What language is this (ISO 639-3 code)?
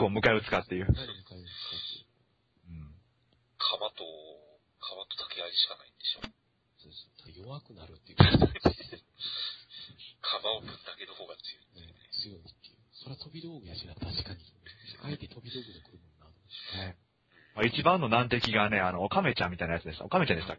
jpn